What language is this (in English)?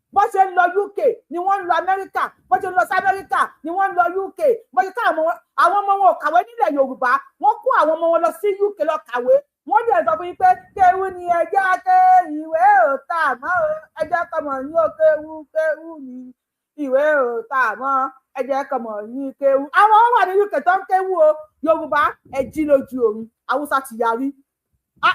Yoruba